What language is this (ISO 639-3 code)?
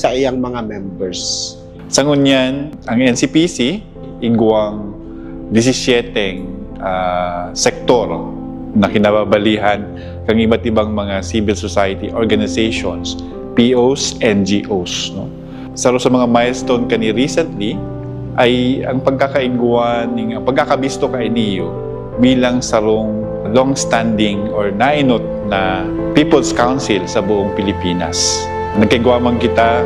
bik